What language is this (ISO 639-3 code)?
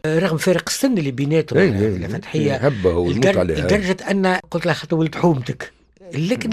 aeb